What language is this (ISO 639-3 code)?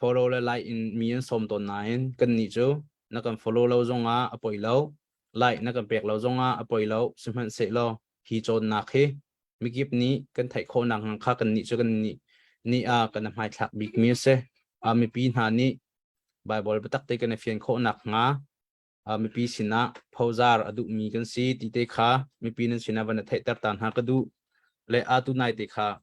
cnh